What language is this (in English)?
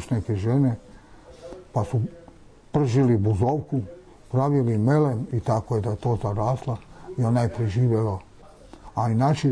Serbian